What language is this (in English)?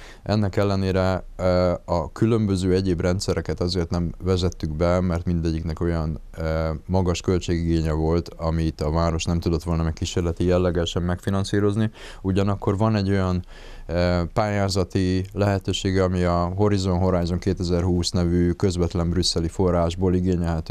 Hungarian